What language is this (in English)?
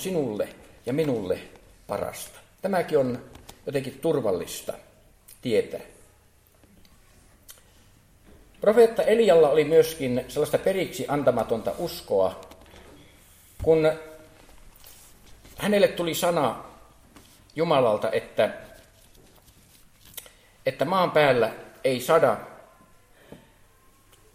Finnish